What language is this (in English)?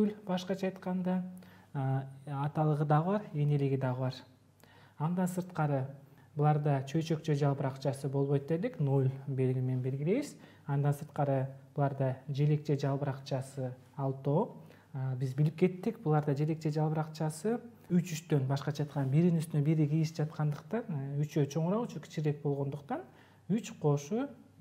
Kyrgyz